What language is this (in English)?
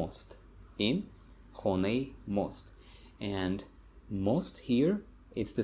Tajik